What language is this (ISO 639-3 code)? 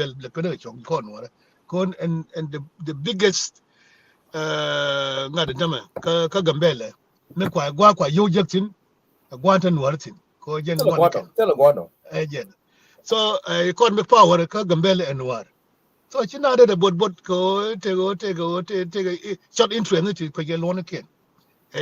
nus